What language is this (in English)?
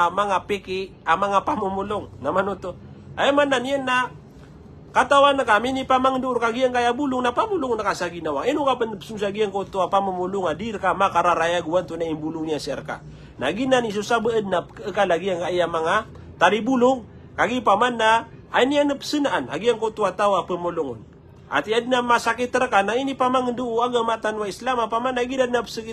Maranao